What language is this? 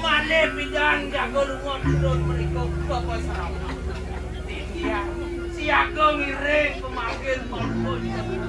Balinese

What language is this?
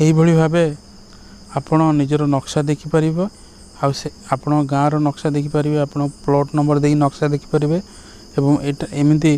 Odia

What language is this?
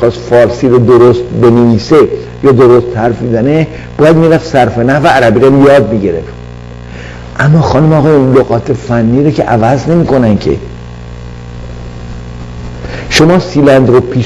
Persian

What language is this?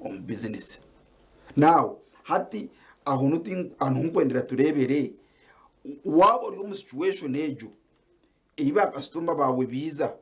Nyankole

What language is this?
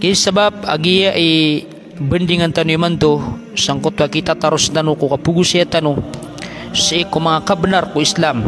Maranao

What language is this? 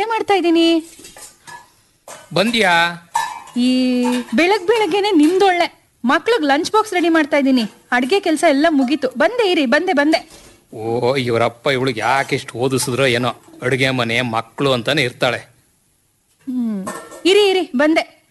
Kannada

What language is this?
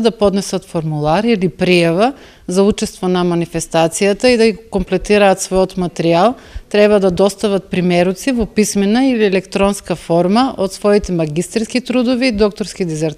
Macedonian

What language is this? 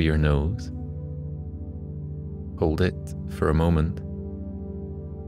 English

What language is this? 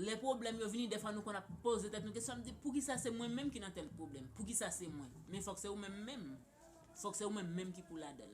Haitian Creole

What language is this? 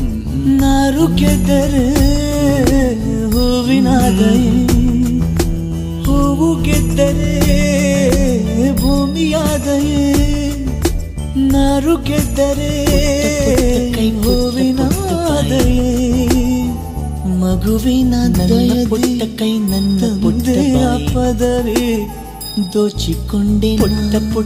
Kannada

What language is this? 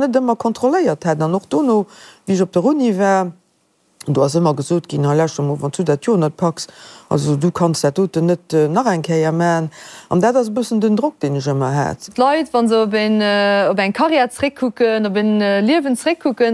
Luxembourgish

